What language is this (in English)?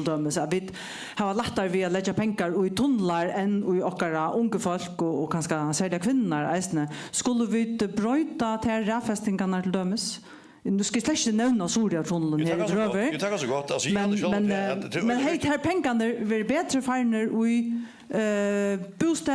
Faroese